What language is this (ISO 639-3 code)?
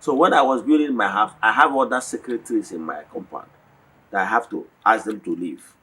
ibo